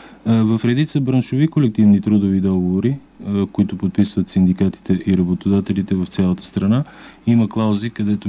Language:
Bulgarian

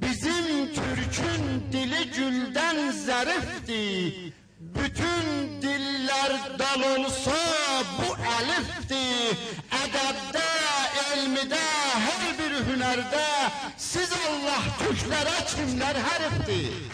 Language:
South Azerbaijani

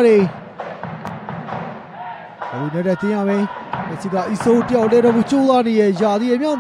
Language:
Burmese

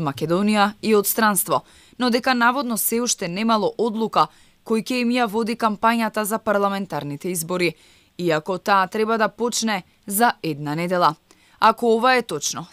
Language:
Macedonian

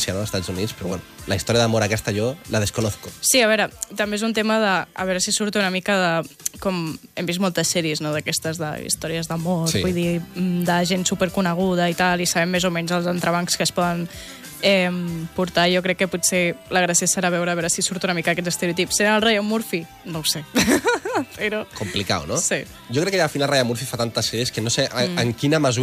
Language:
Catalan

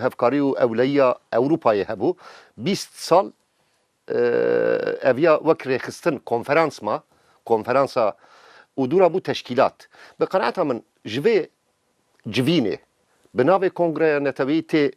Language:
Kurdish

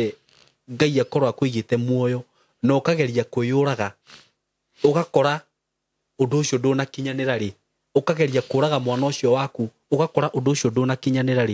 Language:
Kikuyu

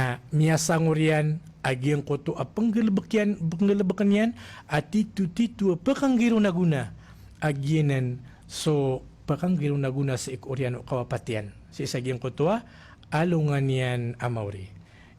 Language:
Maranao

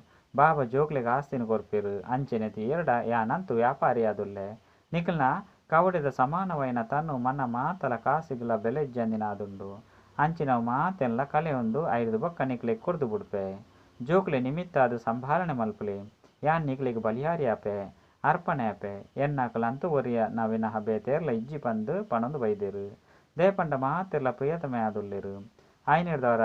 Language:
Tulu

